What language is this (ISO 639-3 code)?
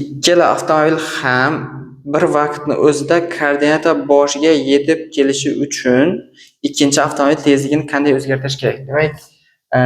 uzb